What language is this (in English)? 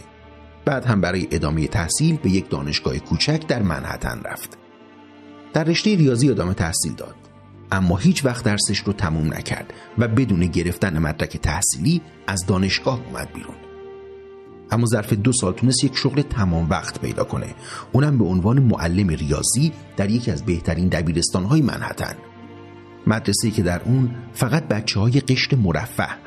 Persian